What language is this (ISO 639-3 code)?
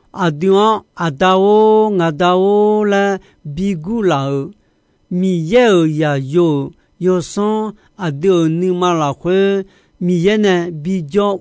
ahk